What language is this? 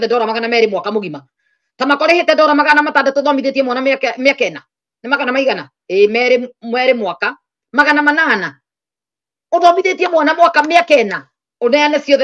Kikuyu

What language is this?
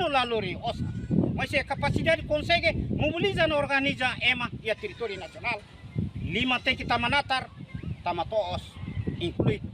Tetum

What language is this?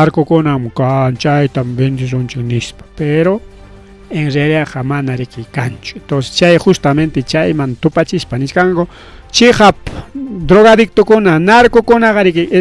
Ayacucho Quechua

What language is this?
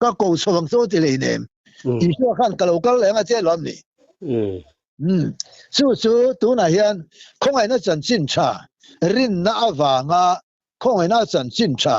Mizo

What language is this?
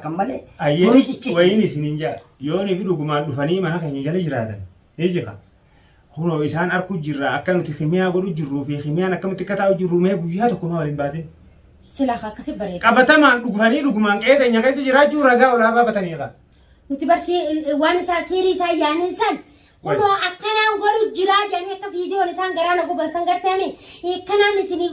Oromo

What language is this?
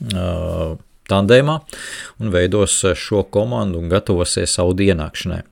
Latvian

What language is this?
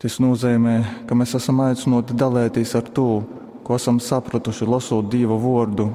Latgalian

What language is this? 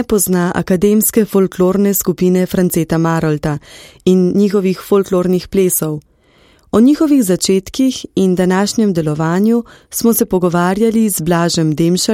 Slovenian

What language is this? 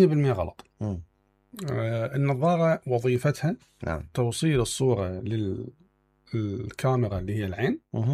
Mesopotamian Arabic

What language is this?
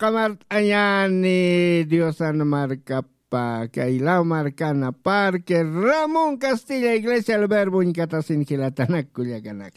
Aymara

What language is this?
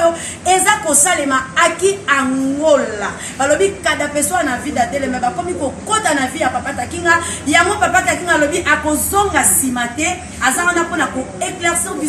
Lingala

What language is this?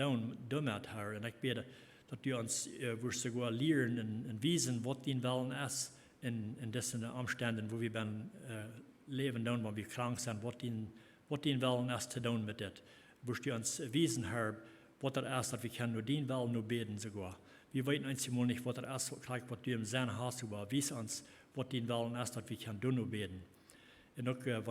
Plautdietsch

